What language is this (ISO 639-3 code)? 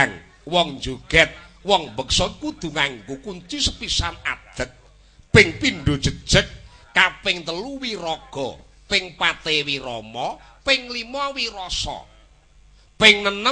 jav